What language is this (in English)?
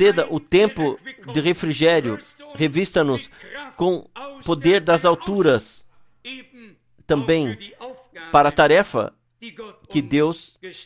Portuguese